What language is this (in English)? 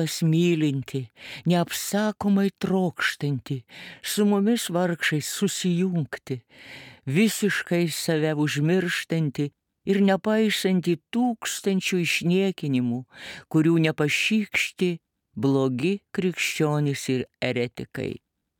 Lithuanian